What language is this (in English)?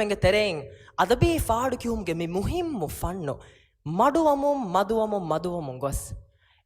Divehi